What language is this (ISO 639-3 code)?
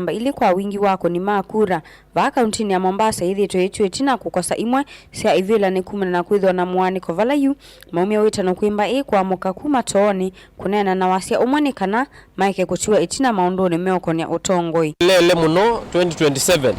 kam